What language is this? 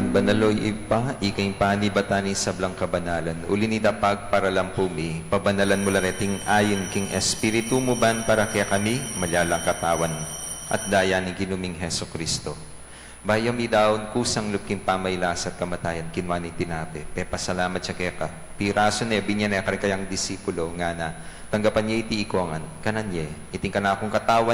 Pampanga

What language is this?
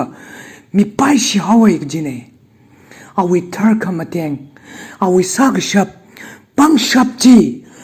Tangkhul Naga (India)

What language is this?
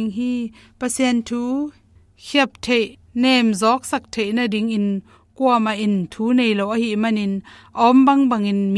Tedim Chin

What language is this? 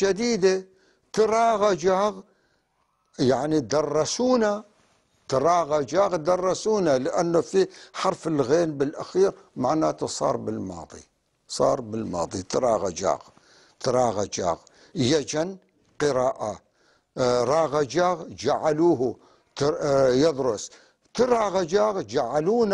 North Levantine Arabic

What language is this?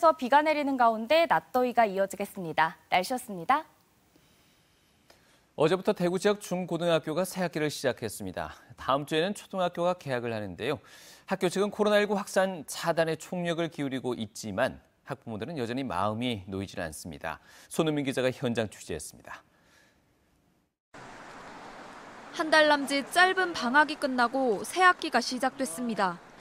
Korean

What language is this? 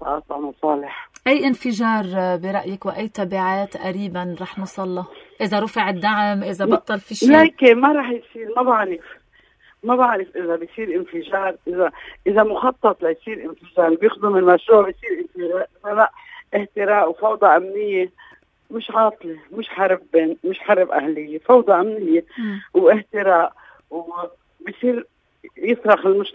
North Levantine Arabic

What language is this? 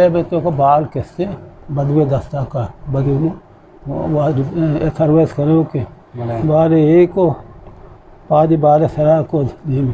Eastern Balochi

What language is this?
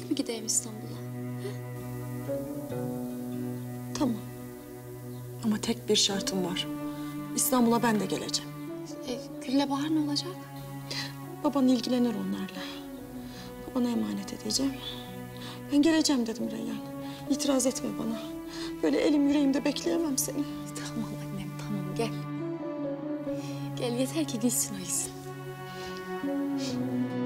Turkish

